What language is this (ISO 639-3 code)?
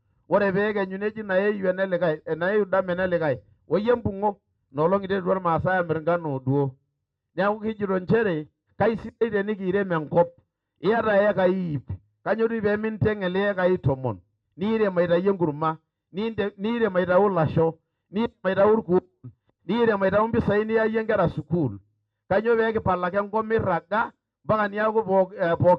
mas